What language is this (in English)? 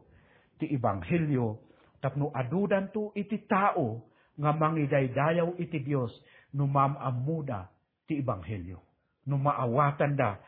Iloko